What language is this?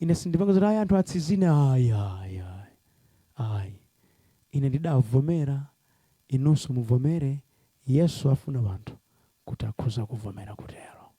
Nyanja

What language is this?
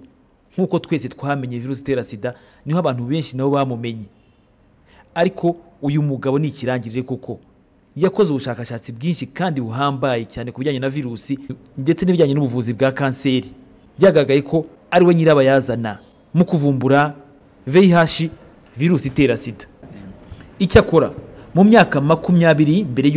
Kinyarwanda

